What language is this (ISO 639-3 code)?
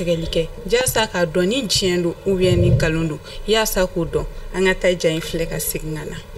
bam